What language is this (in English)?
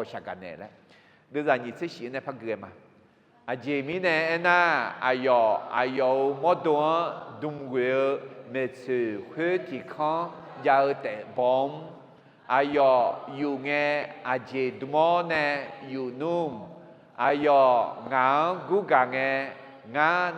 Akha